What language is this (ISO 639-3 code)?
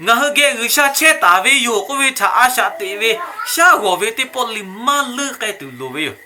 lhu